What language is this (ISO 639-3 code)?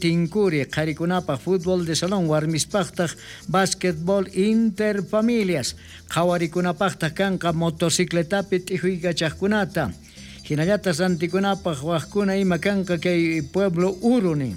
quh